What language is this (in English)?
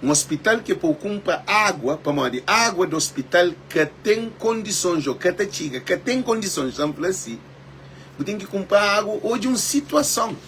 Kabuverdianu